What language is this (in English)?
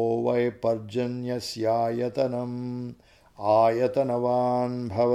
Sanskrit